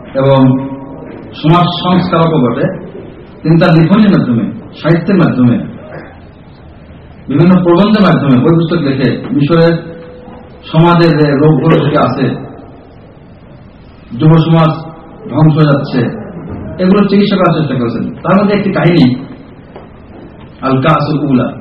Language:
Bangla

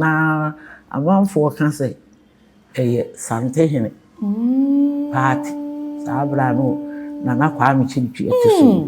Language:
Akan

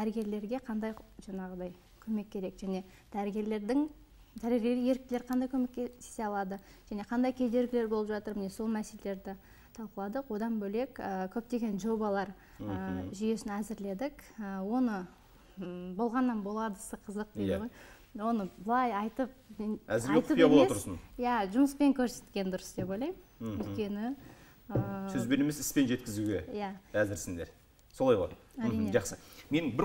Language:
Kazakh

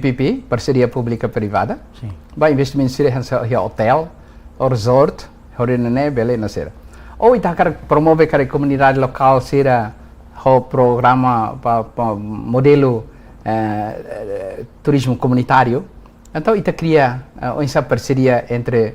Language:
Tetum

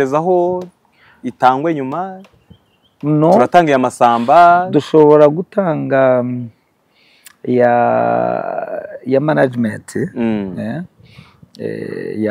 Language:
Kinyarwanda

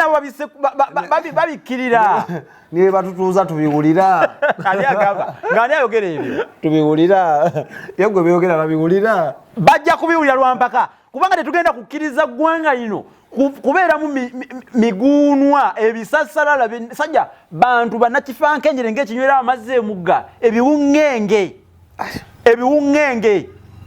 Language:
Ganda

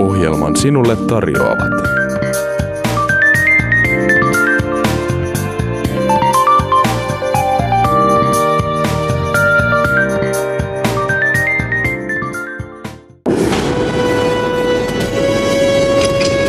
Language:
Finnish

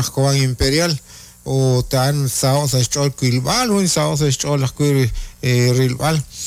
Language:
Kekchí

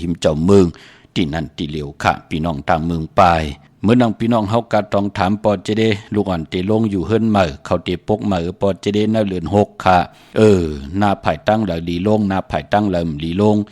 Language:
Shan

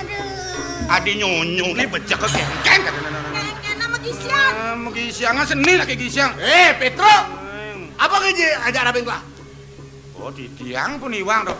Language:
Balinese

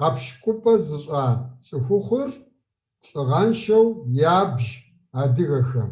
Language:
Kabardian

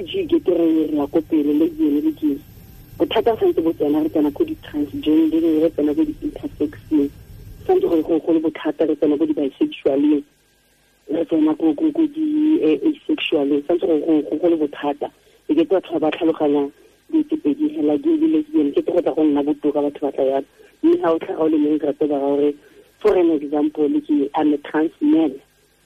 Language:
Tswana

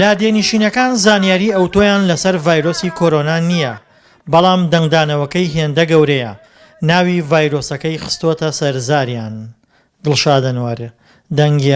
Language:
Central Kurdish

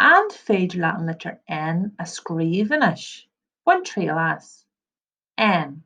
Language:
Irish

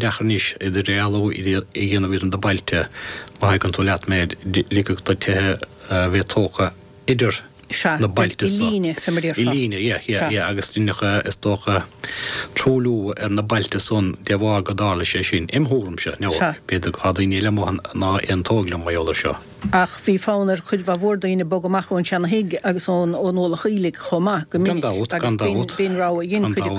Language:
Irish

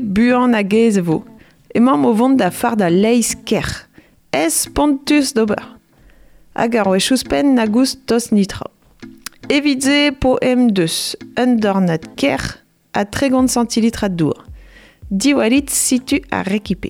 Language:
Breton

